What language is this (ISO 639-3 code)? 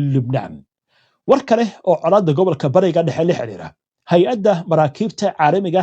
som